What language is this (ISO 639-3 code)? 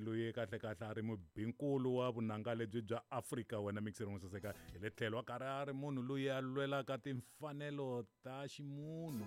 tso